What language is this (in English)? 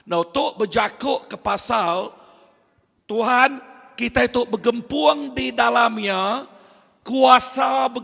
Iban